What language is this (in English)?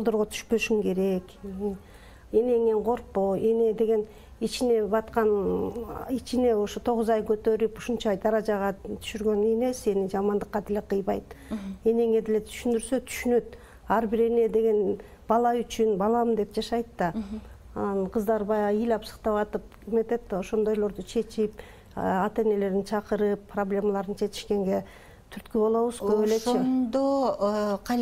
Kyrgyz